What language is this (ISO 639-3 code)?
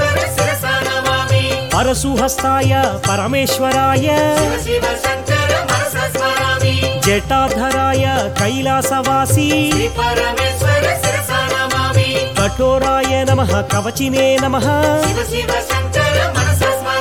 tel